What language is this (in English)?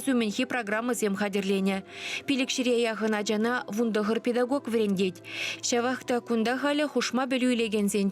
Chuvash